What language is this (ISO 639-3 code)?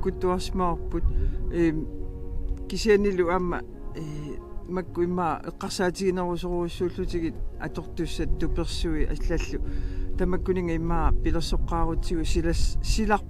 kal